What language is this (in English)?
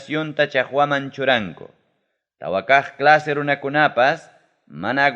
Ayacucho Quechua